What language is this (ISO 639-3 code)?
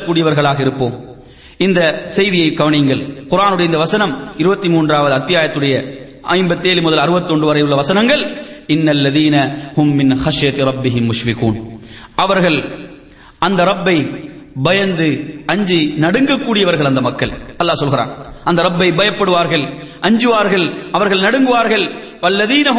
tam